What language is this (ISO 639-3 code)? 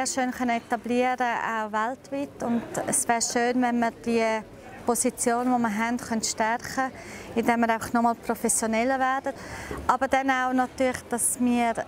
gsw